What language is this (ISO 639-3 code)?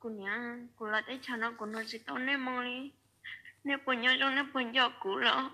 hmn